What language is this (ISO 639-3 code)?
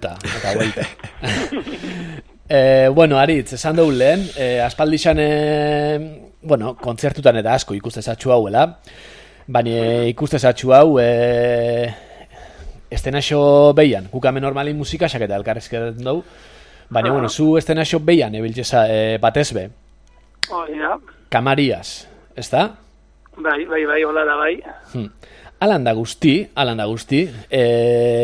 eus